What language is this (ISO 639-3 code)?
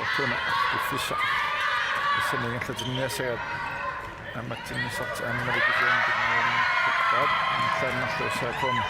kal